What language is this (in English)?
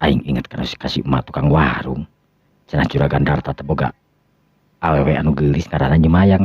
Sundanese